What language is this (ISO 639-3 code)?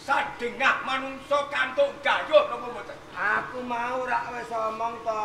jav